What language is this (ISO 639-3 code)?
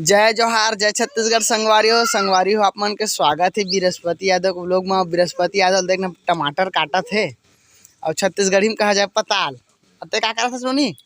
hne